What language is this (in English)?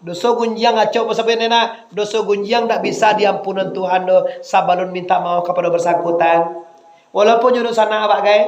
Minangkabau